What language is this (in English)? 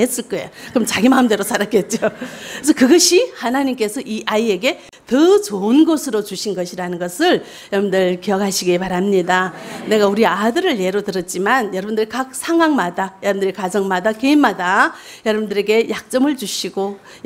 Korean